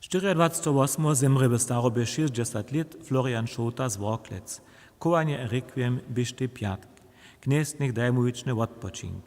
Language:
Upper Sorbian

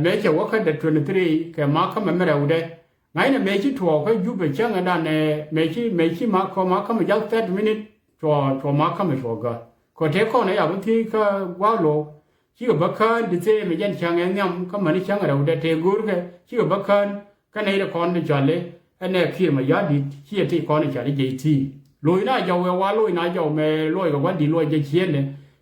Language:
Nuer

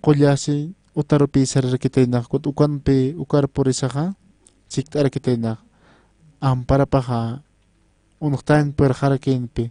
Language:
Aymara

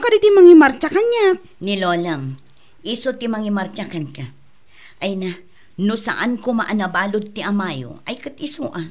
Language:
Iloko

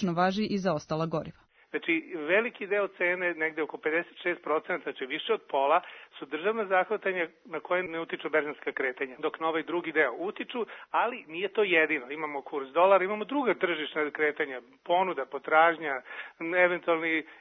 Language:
Serbian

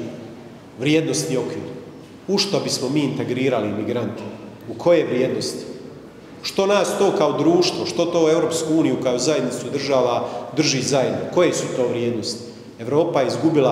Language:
Croatian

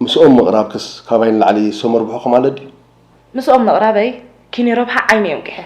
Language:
Tigrinya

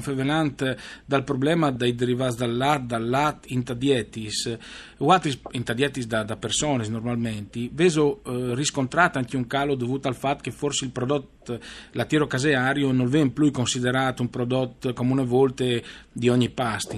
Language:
Friulian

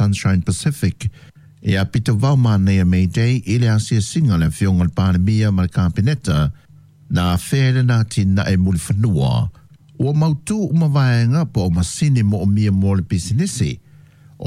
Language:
Samoan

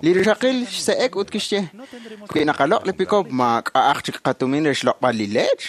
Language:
Kekchí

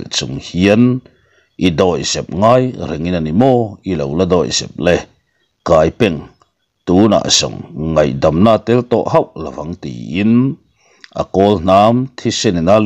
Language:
Mizo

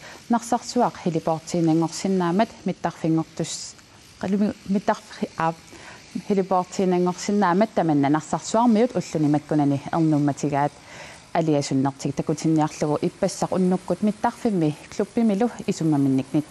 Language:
Kalaallisut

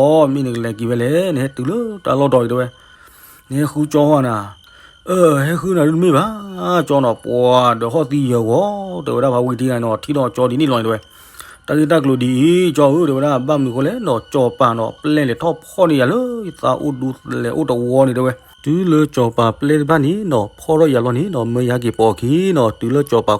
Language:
S'gaw Karen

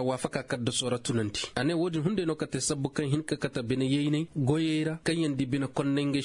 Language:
Koyraboro Senni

